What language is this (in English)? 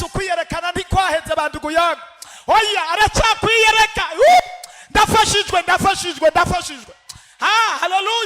Rundi